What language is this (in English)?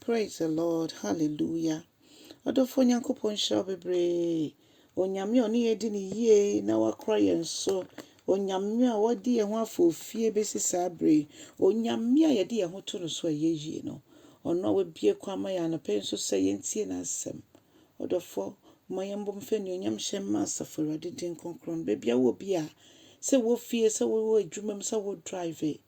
Akan